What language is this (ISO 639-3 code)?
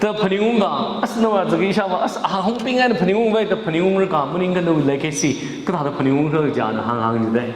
nmf